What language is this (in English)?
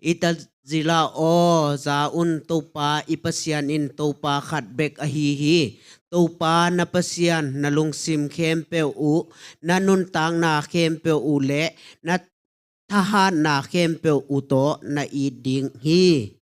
Tedim Chin